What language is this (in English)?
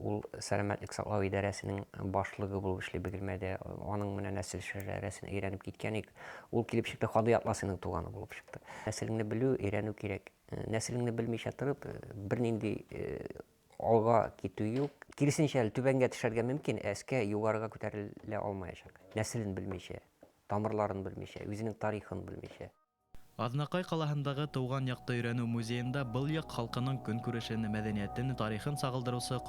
Bashkir